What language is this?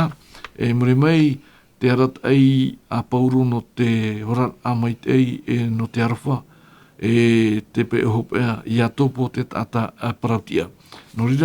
Tahitian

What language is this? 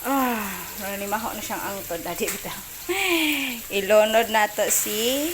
Cebuano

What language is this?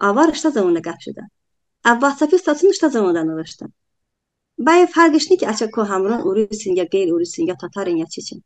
Talysh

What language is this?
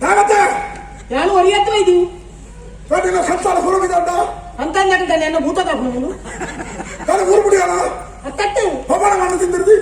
Tulu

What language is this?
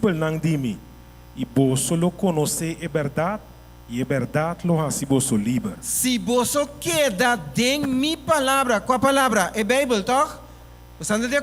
Papiamento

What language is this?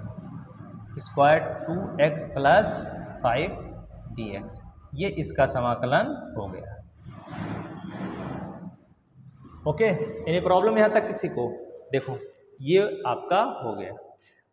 Hindi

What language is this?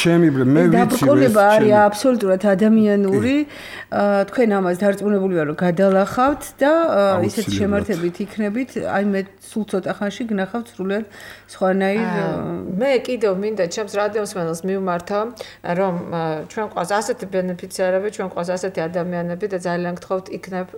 Georgian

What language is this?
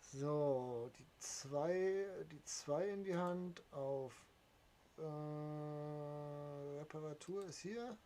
Bavarian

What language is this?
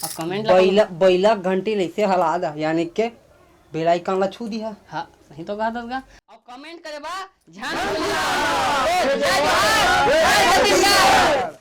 Chhattisgarhi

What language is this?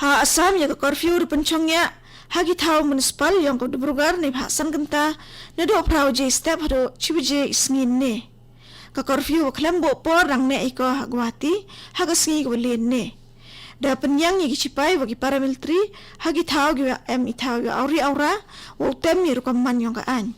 Khasi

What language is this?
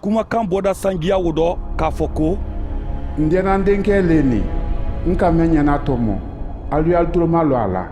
Mandingo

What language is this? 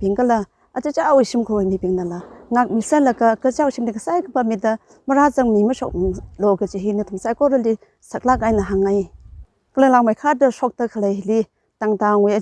Tangkhul Naga (India)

